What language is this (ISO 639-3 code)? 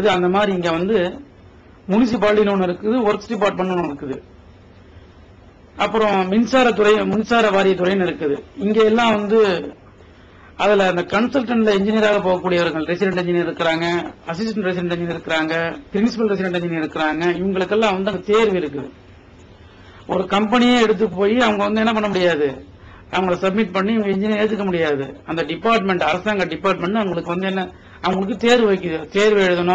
tam